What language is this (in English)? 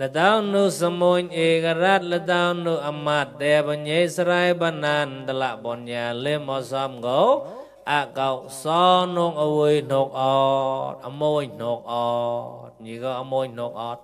Mon